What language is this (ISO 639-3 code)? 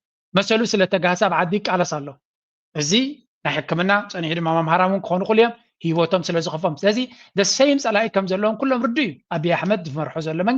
tir